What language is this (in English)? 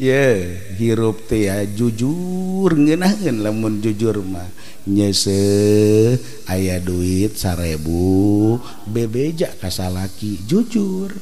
Sundanese